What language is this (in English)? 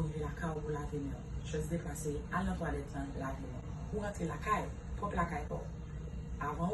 Haitian Creole